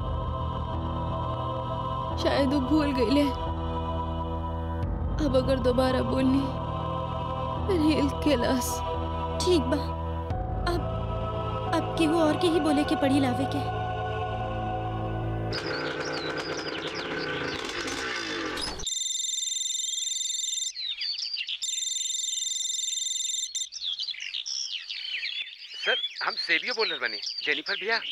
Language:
Bhojpuri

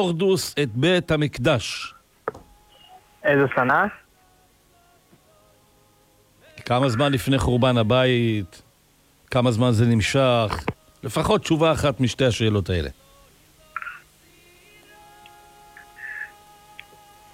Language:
Hebrew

